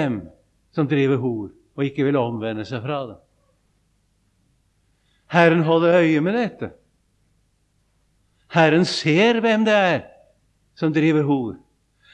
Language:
Norwegian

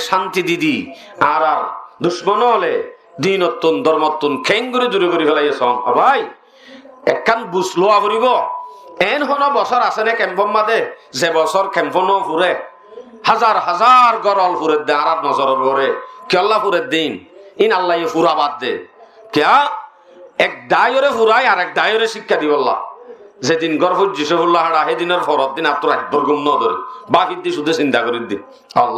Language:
Rohingya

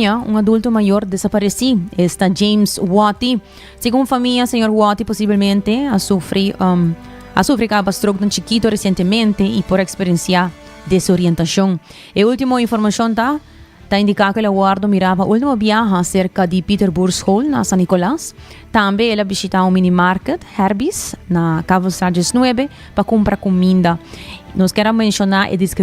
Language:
Papiamento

